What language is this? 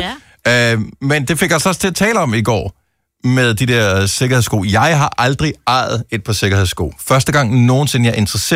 Danish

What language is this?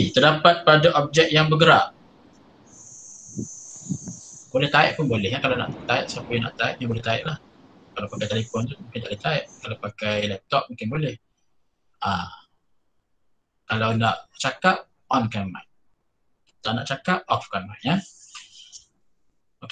Malay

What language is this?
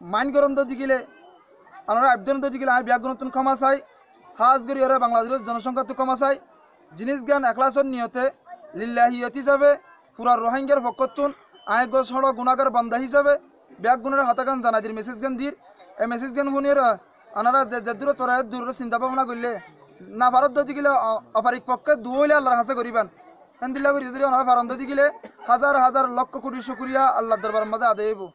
Rohingya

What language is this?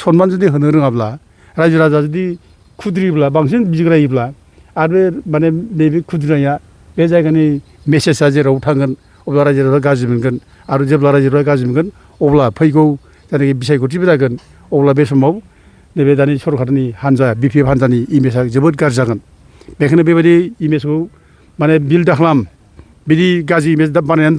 Bodo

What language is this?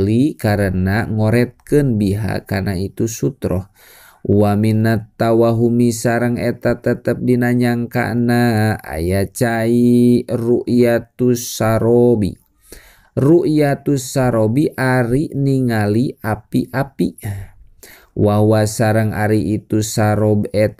Sundanese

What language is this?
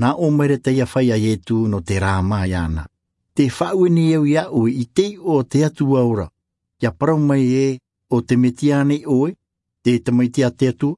Tahitian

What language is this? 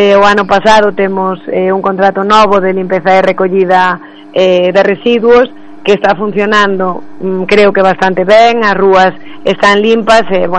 Galician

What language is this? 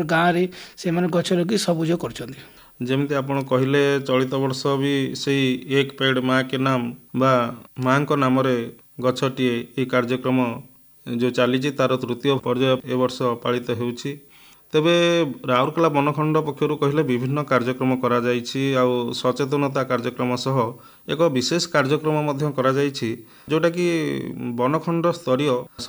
Odia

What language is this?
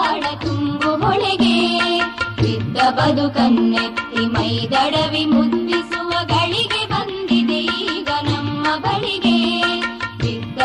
Kannada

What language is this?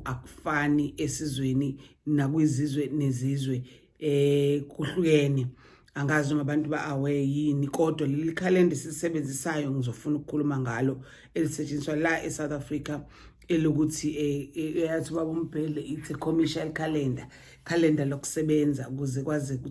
Zulu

